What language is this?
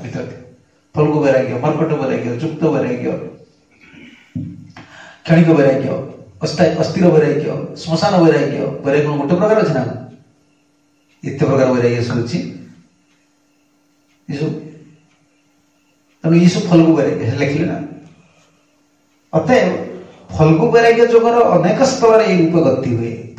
Odia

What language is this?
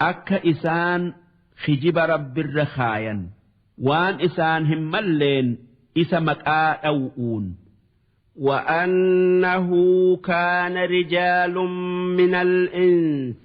Oromo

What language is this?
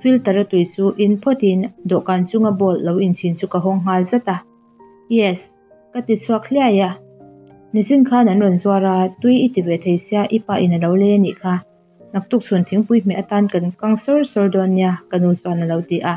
Mizo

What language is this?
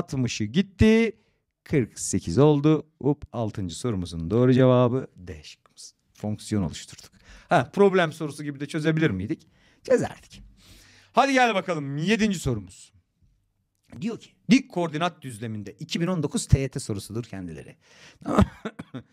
Turkish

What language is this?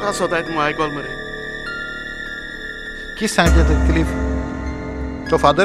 Konkani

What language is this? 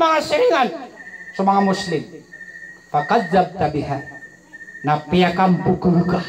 Maranao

